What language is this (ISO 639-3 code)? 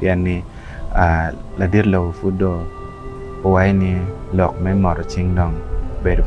ach